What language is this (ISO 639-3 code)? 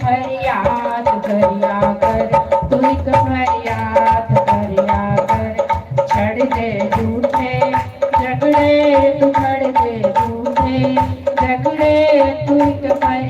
doi